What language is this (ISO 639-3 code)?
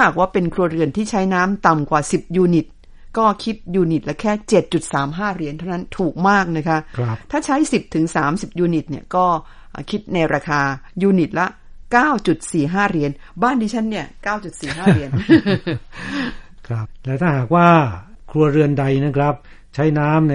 tha